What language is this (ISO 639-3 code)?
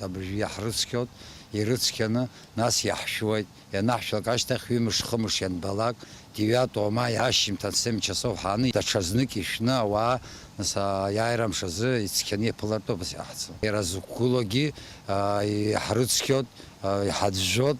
abk